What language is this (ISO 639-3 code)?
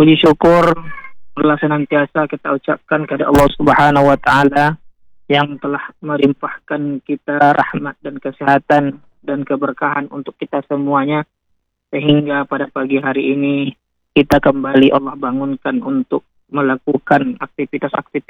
ind